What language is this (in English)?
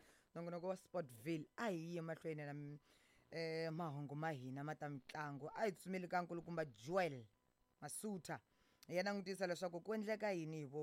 Tsonga